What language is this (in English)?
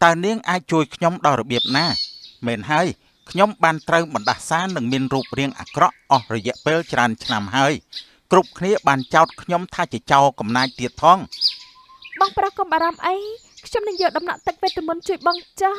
Khmer